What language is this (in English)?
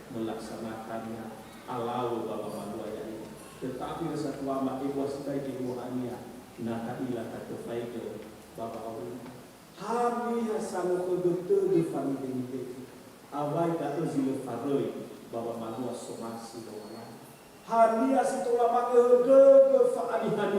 Nias